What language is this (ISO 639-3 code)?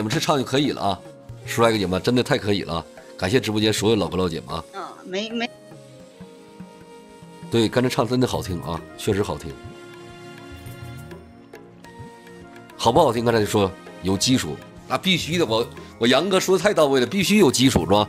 zho